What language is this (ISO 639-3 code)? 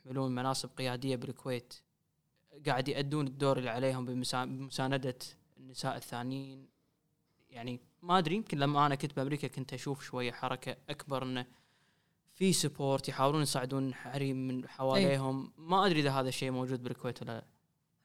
afb